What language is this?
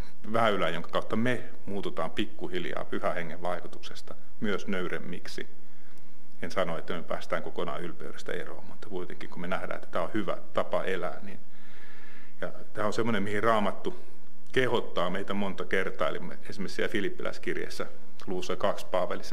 Finnish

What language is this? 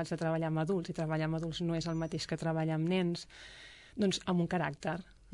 Catalan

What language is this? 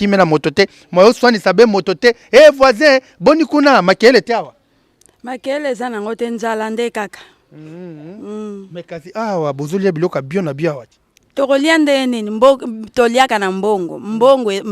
Lingala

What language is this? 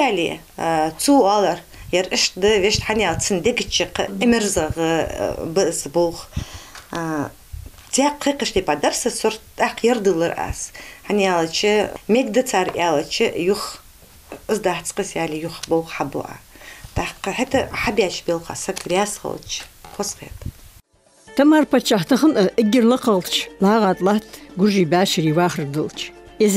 Ingush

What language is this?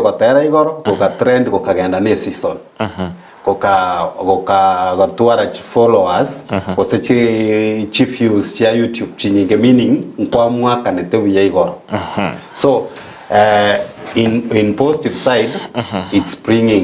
Gusii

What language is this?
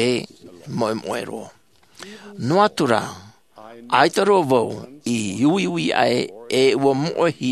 Tahitian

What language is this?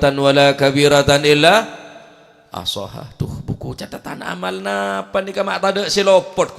Madurese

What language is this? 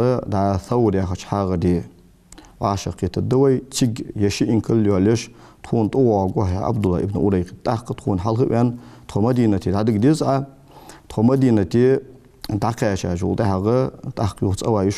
Ingush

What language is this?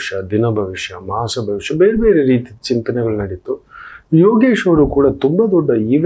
Kannada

